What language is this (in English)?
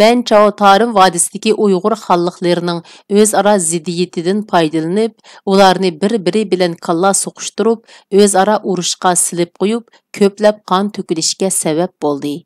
Uyghur